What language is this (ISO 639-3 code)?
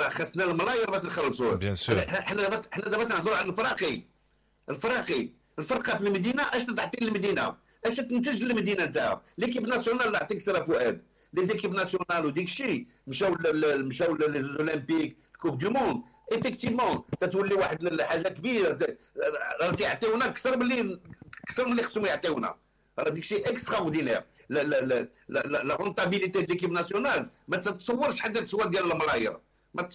ary